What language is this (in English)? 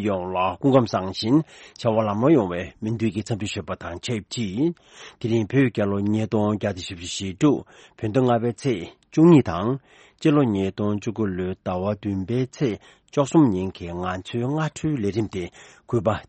Tibetan